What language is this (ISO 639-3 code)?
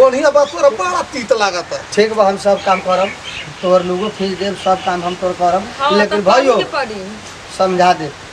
bho